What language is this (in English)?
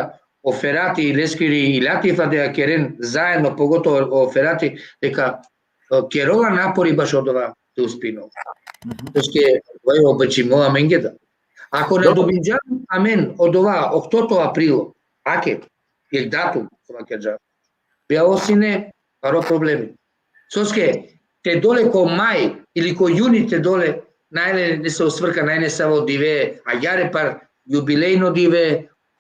Balkan Romani